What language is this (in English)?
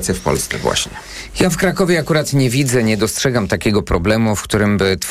Polish